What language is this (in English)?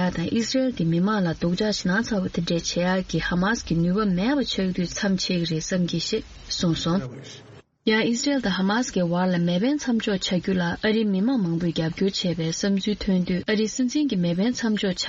Tibetan